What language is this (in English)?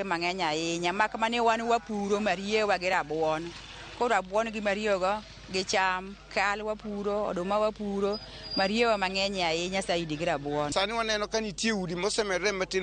Luo (Kenya and Tanzania)